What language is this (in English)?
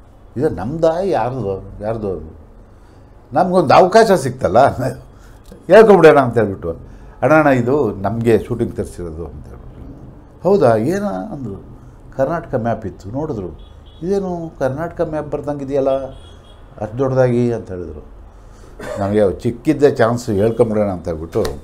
Kannada